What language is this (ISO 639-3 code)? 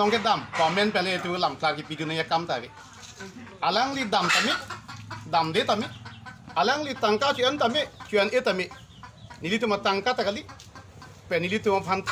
mjw